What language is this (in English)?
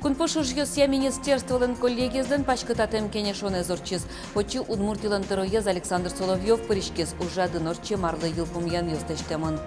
Udmurt